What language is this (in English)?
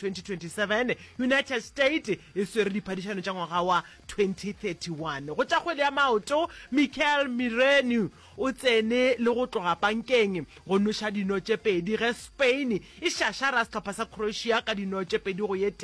Northern Sotho